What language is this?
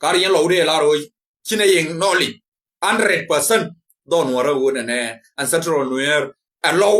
Nuer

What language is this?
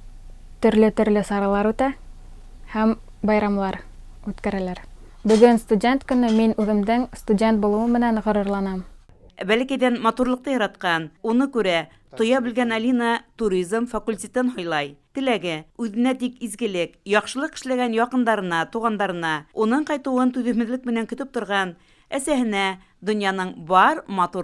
Bashkir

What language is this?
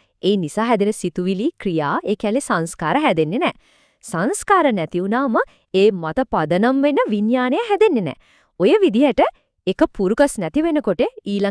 Sinhala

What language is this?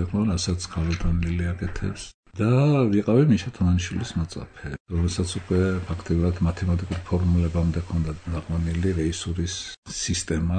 Georgian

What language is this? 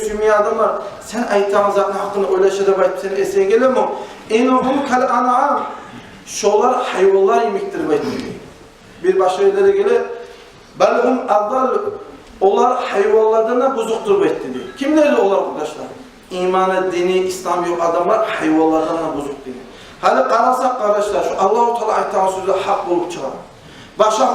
Kumyk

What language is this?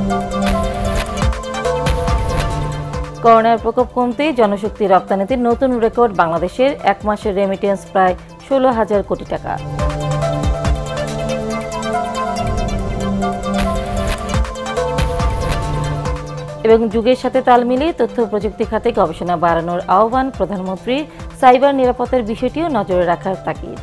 Bangla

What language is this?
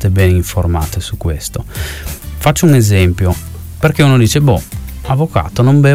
Italian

